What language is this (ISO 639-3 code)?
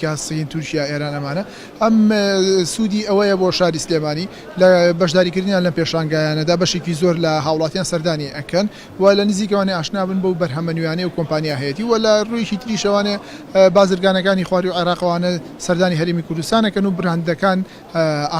ckb